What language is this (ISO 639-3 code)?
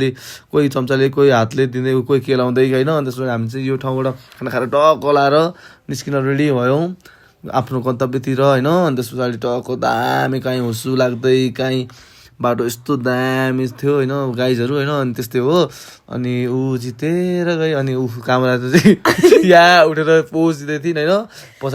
nep